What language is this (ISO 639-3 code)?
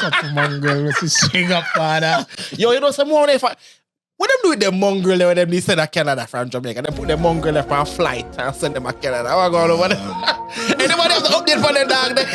jam